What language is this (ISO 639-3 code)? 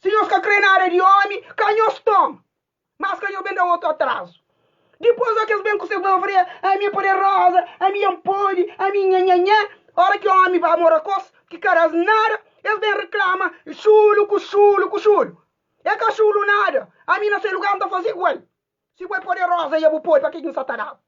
kea